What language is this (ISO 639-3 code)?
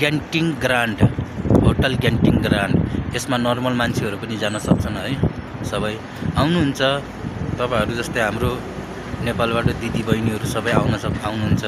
nep